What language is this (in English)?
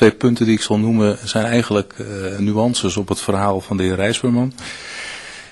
Dutch